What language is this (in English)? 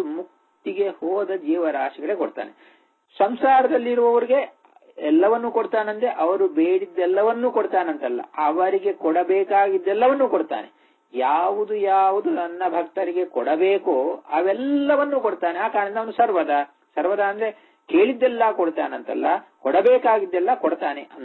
Kannada